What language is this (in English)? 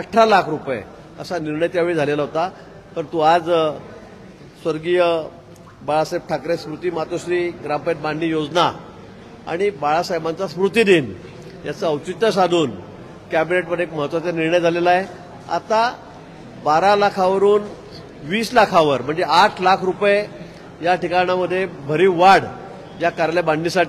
Marathi